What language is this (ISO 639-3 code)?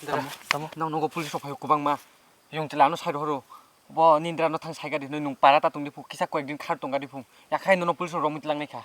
trp